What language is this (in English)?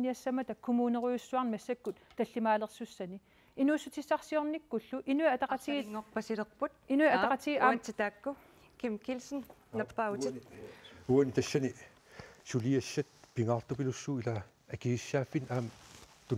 Kalaallisut